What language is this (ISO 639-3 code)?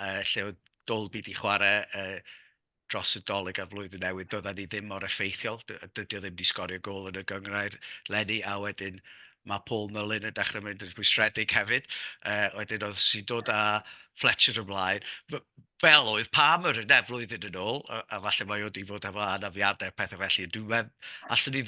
cym